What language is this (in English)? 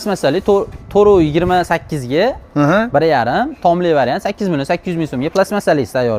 Uzbek